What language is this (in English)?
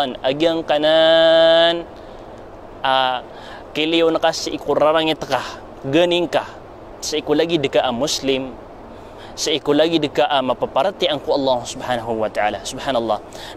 Maranao